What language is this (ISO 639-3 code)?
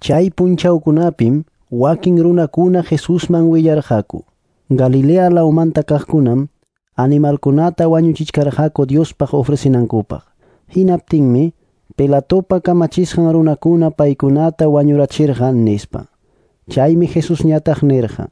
que